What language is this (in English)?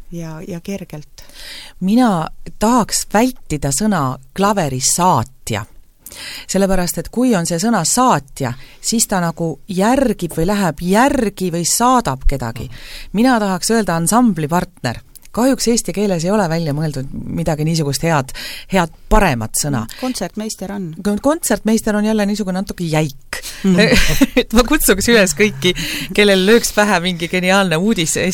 Estonian